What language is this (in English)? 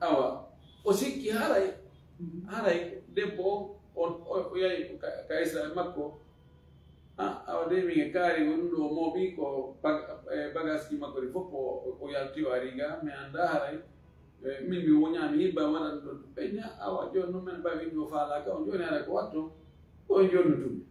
Fula